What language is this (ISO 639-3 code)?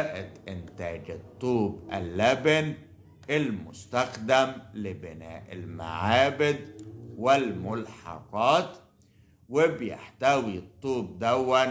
arz